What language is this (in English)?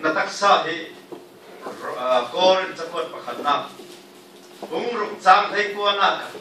Falam Chin